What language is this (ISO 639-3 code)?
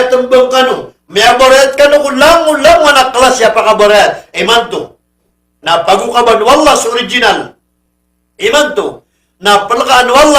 mrw